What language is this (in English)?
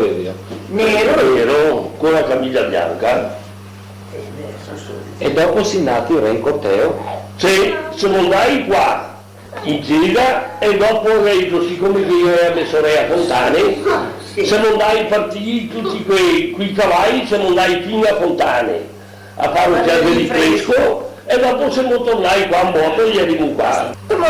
Venetian